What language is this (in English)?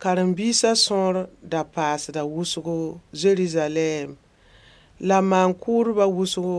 Mossi